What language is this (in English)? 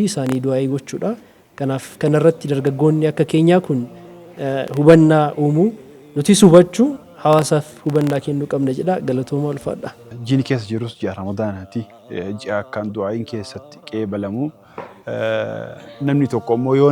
Oromo